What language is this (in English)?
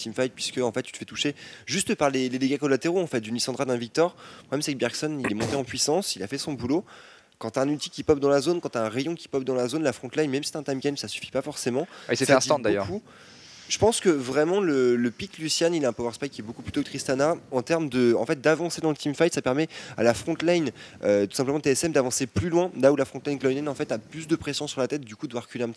French